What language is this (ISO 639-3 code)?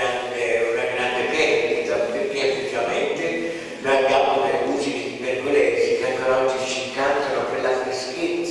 ita